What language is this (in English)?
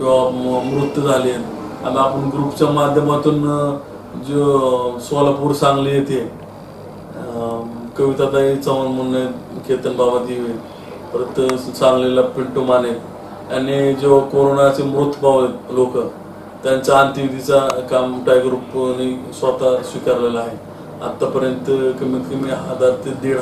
Marathi